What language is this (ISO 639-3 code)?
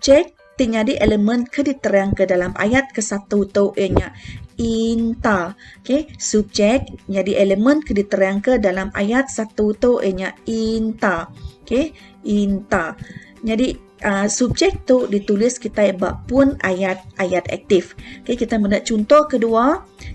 iba